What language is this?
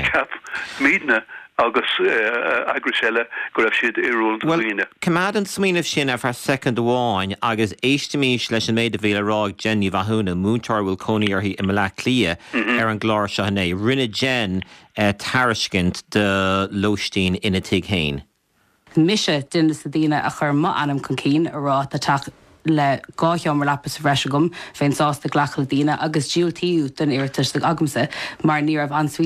Irish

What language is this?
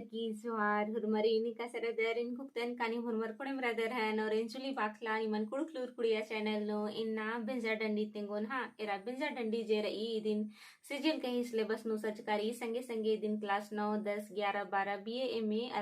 Kurukh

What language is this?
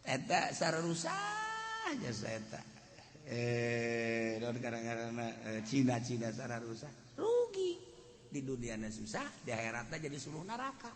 Sundanese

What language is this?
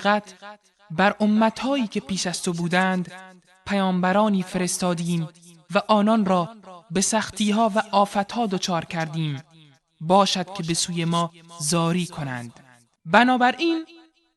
Persian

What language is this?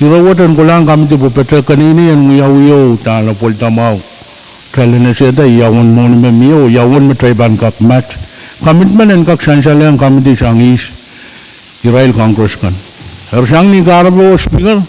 Pohnpeian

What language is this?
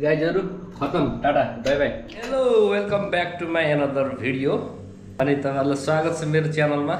Nepali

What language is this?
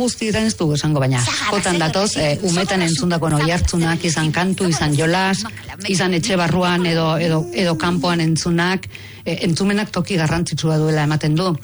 Basque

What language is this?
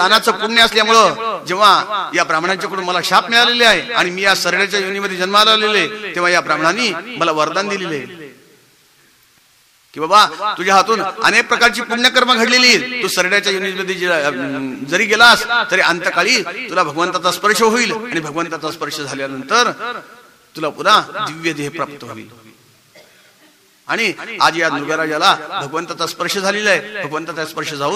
Marathi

